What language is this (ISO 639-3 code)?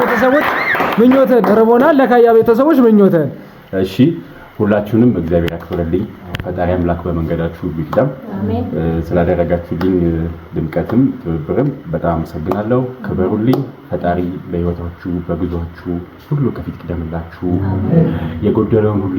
amh